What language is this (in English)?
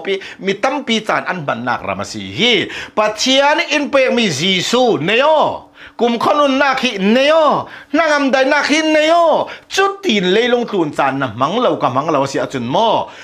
Hakha Chin